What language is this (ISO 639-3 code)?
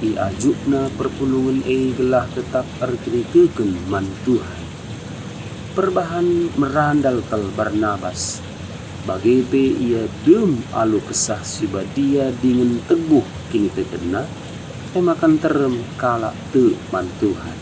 btx